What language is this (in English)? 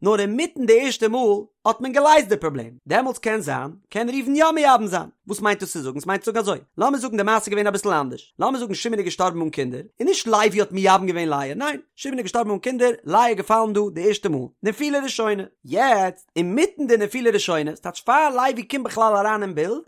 Yiddish